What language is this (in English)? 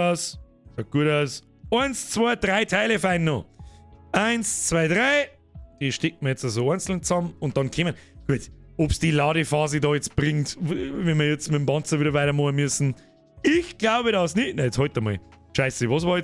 Bavarian